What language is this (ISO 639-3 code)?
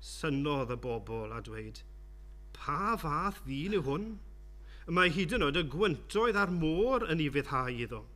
cym